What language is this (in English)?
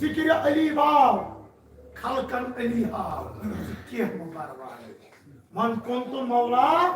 Kashmiri